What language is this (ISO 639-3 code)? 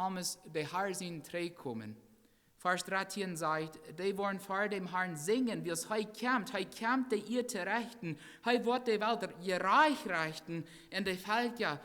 pdt